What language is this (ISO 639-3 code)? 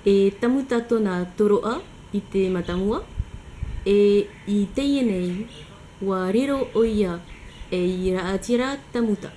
tah